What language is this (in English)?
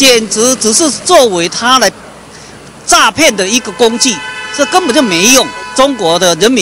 Chinese